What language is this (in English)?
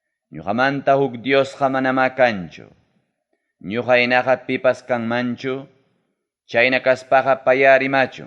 Ayacucho Quechua